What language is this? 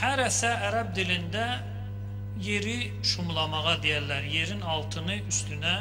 Azerbaijani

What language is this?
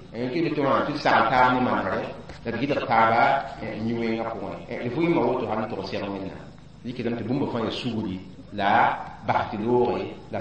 Mossi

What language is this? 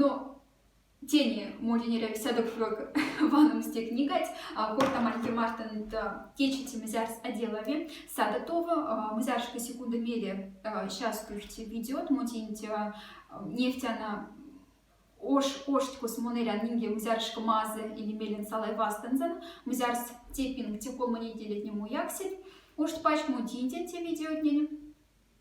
Moksha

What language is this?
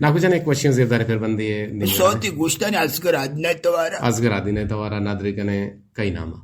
Eastern Balochi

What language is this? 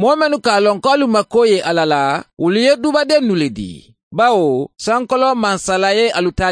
Mandingo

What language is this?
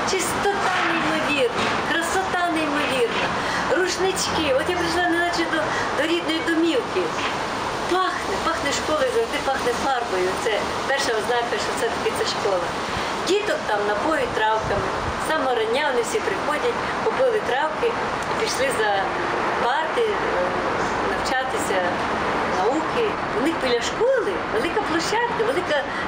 Ukrainian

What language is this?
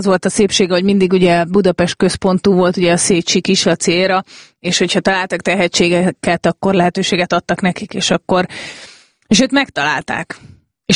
Hungarian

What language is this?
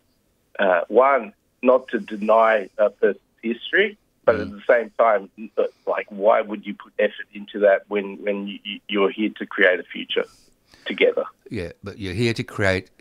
English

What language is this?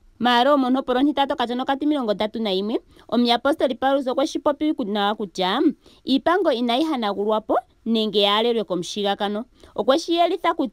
Ndonga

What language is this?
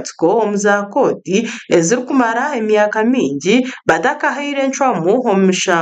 Nyankole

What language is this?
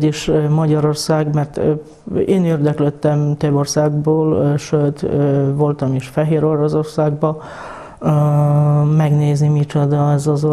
Hungarian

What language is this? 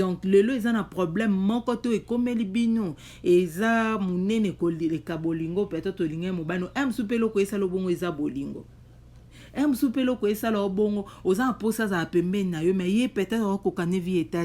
Lingala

